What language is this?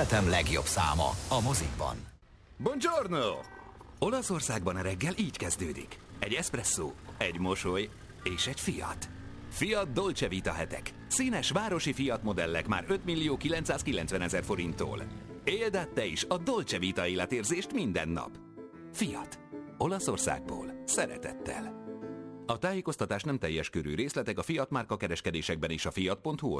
Hungarian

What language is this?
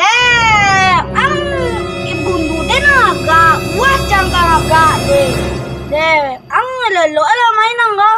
Minangkabau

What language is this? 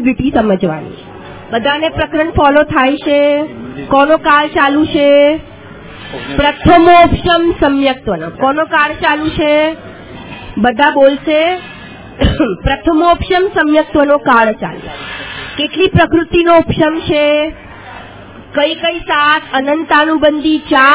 Gujarati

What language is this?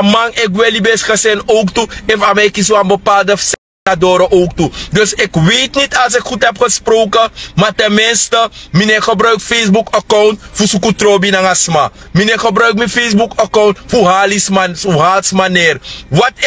Sranan Tongo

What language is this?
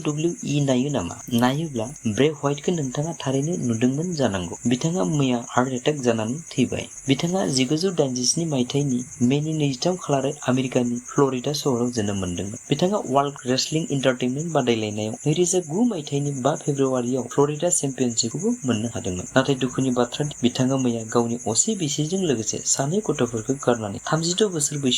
Bodo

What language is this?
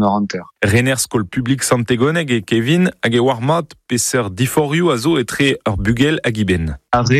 Breton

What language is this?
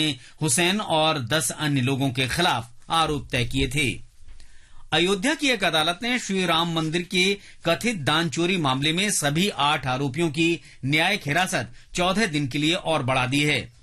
Hindi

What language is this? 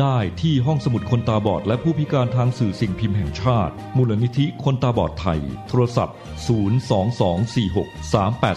Thai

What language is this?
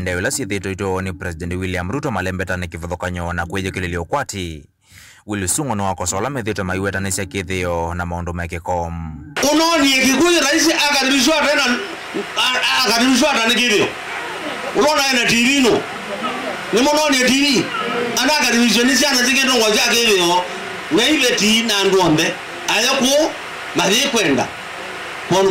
Kamba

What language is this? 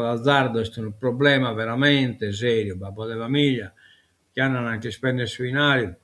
Sardinian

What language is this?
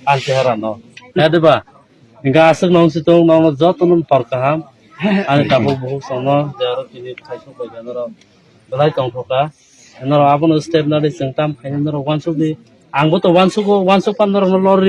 Kok Borok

